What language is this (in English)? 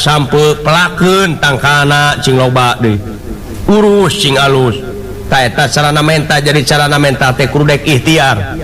Sundanese